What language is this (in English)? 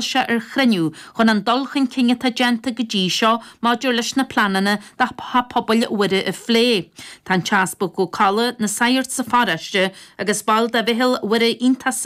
Irish